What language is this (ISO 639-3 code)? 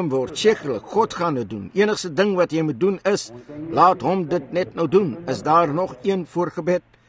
afr